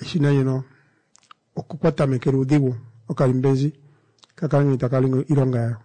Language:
Kuanyama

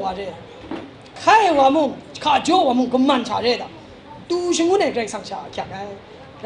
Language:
Kachin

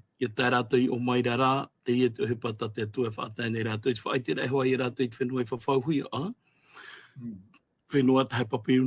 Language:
Tahitian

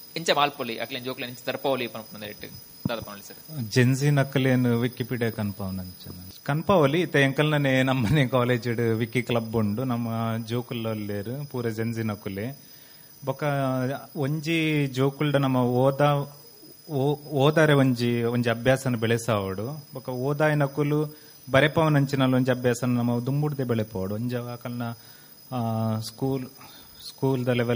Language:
Tulu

